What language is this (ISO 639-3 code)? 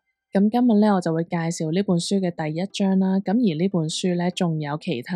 yue